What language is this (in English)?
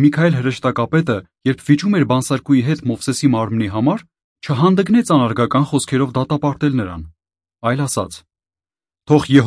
Armenian